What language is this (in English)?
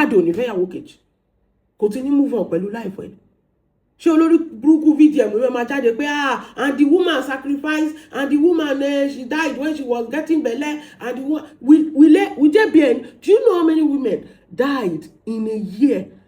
Yoruba